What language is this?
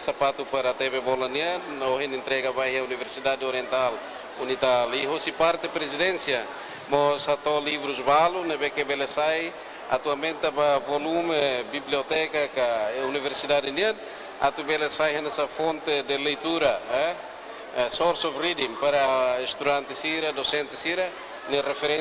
Tetum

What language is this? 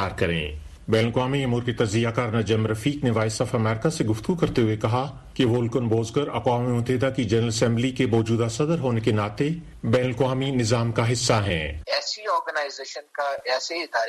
Urdu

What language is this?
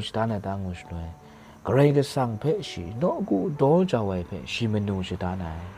Kachin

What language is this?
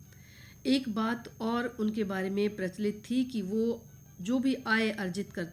Hindi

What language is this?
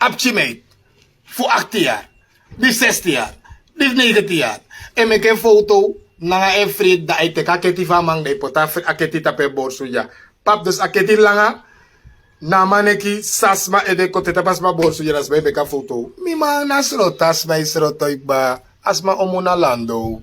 Sranan Tongo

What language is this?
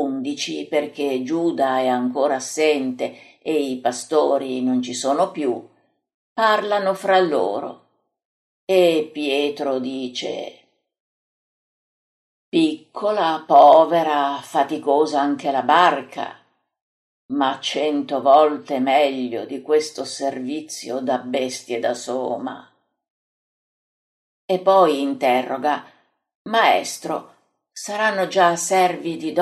Italian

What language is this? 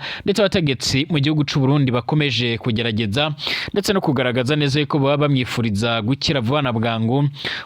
Rundi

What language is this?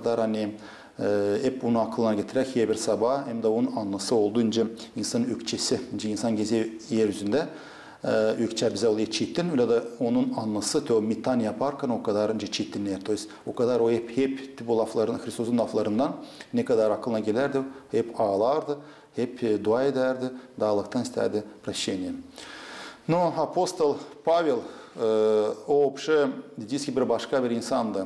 Gagauz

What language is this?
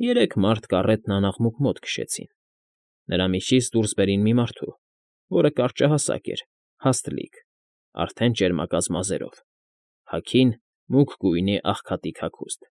Armenian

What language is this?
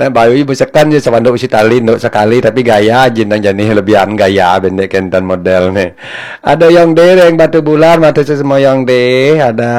Balinese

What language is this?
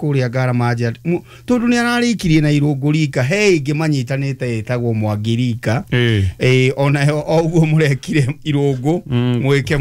Kikuyu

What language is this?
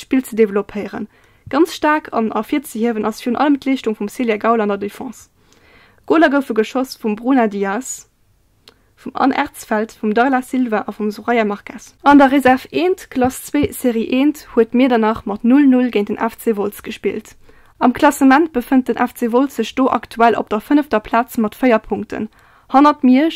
Luxembourgish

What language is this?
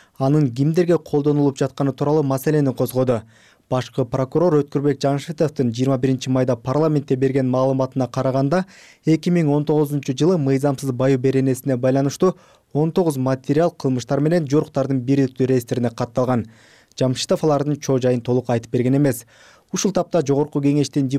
Kyrgyz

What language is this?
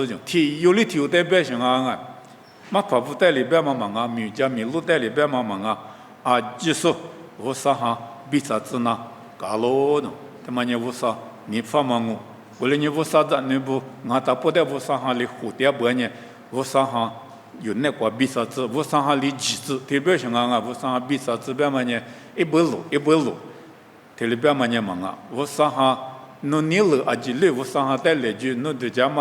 Lisu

